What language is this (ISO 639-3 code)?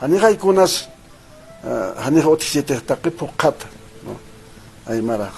aym